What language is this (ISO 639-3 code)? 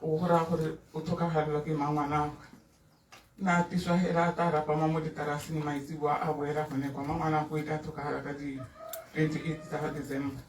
tsn